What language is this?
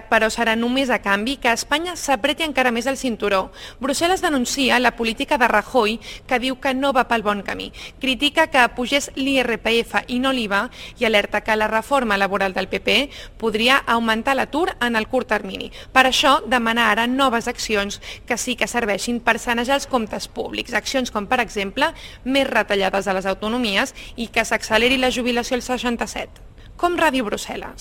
Catalan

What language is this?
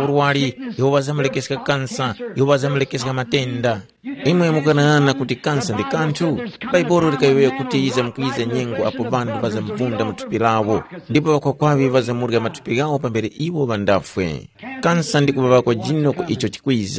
Tumbuka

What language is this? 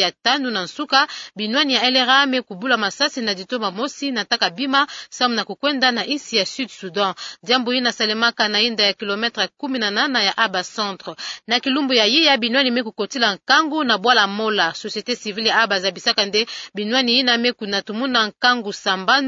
Kituba (Democratic Republic of Congo)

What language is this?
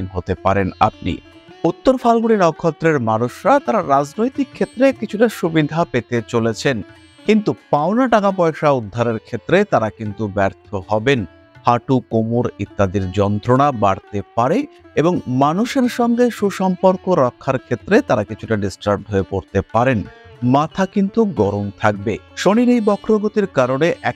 Bangla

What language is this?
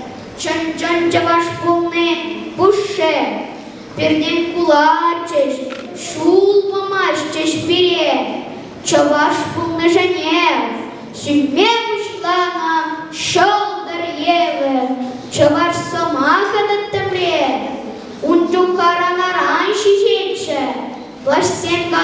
Chuvash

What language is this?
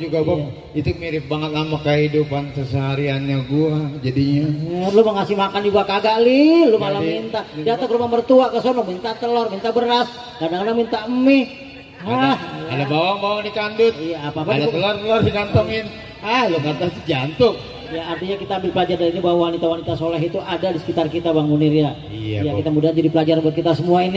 Betawi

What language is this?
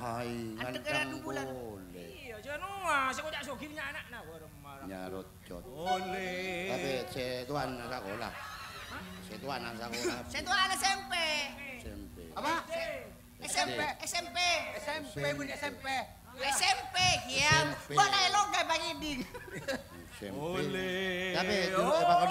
Madurese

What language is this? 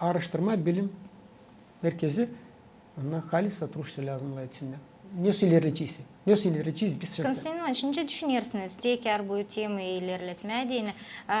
Gagauz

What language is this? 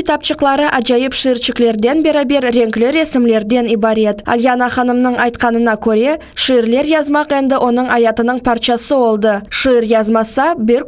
Crimean Tatar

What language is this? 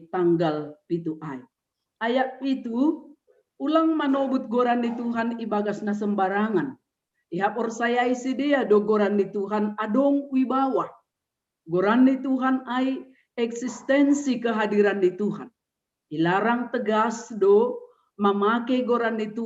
Batak Simalungun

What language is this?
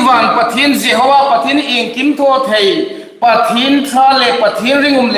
Hmar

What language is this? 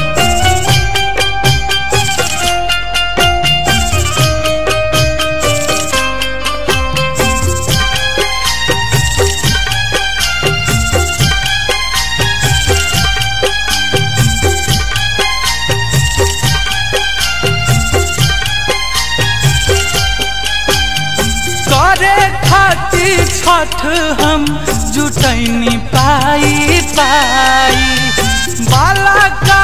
Bhojpuri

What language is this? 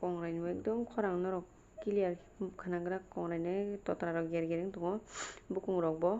Kok Borok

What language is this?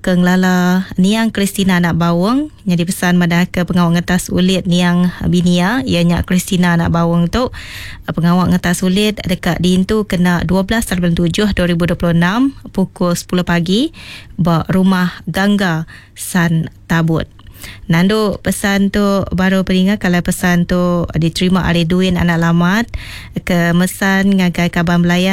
Iban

